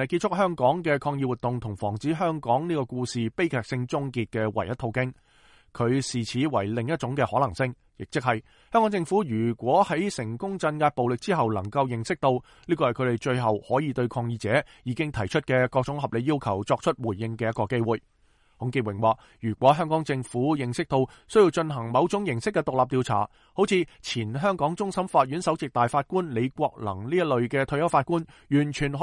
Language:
Cantonese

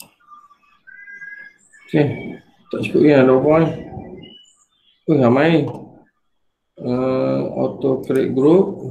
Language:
Malay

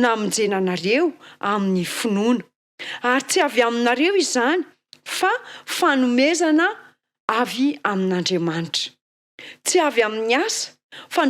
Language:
Malagasy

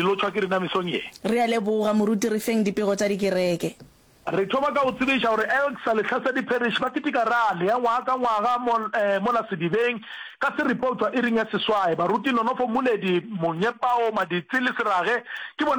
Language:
Northern Sotho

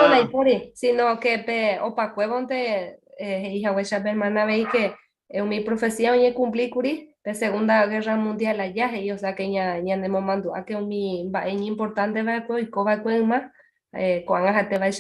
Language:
Guarani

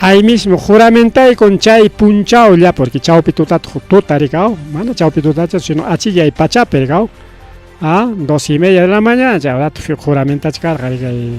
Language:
Ayacucho Quechua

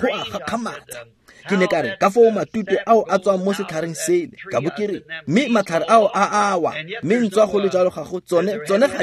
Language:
Tswana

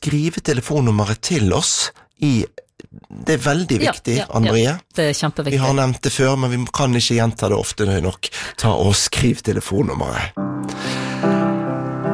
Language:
Norwegian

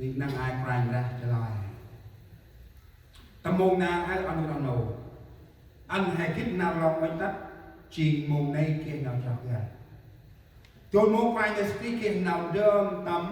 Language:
Central Mnong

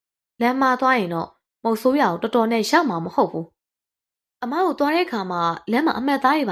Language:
Burmese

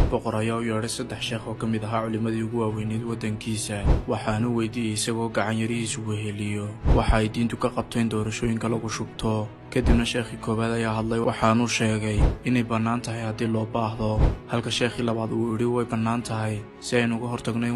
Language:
Somali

